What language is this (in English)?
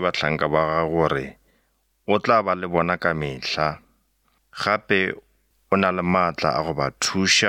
Northern Sotho